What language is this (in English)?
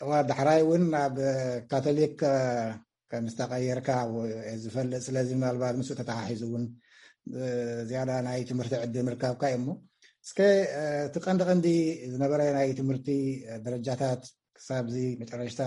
Tigrinya